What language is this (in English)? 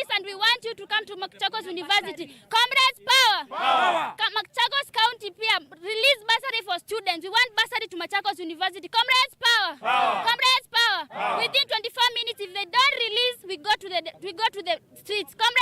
Kamba